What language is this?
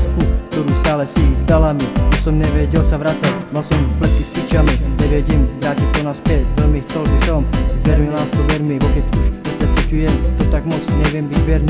Slovak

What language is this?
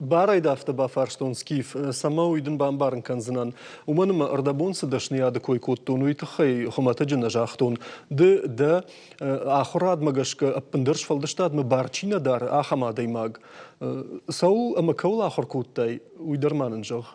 Ossetic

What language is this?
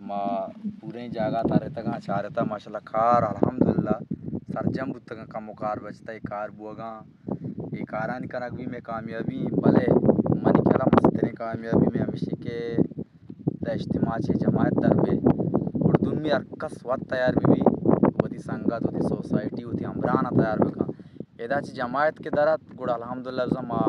Eastern Balochi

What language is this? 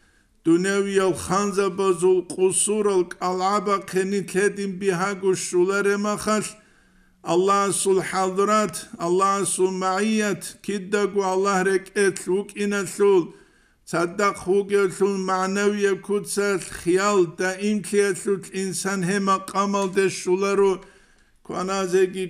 Avaric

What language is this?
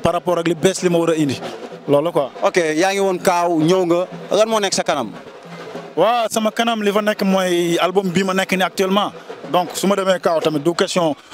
Wolof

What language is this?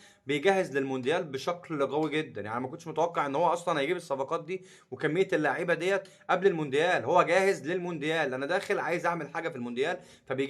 Egyptian Arabic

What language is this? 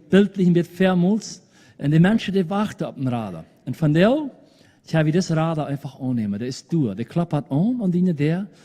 Plautdietsch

